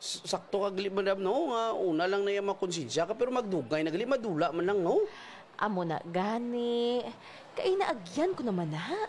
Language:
Hiligaynon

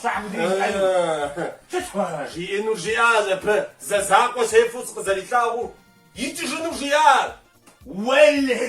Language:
Kabardian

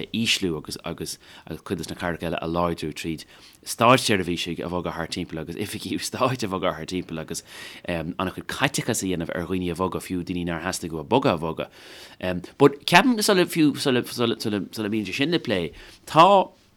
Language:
Irish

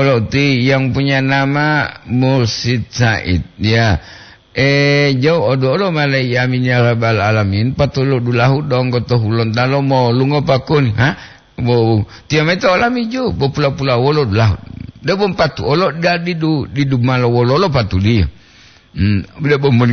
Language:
Gorontalo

